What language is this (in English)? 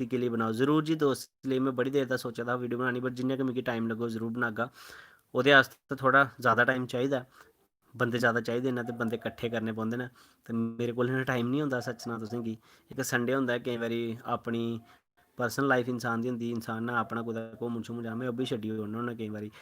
Dogri